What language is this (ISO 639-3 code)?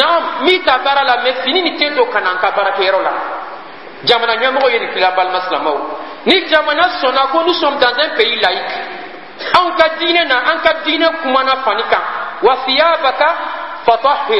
bam